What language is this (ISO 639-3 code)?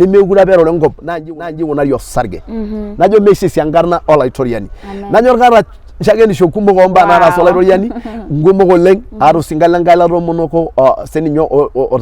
mas